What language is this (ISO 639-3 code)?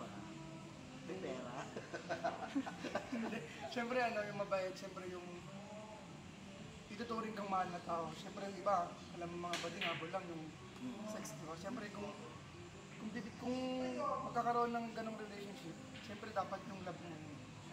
fil